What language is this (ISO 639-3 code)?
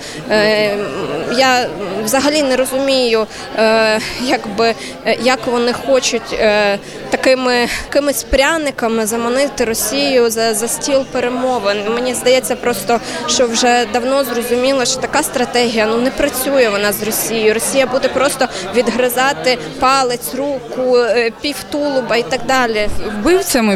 ukr